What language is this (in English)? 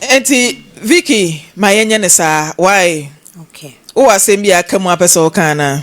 Akan